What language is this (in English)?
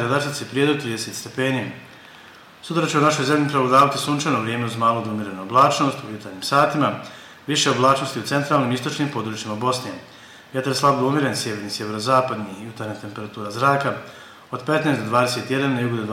Bosnian